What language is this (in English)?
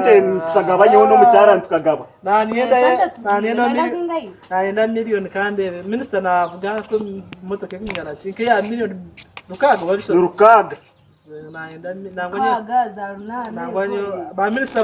Nyankole